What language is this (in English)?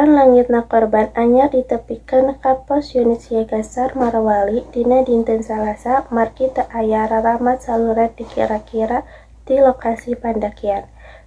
Sundanese